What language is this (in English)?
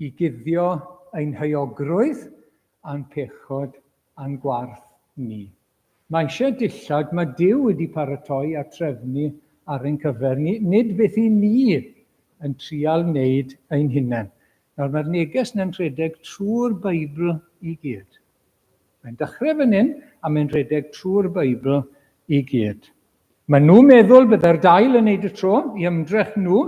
Welsh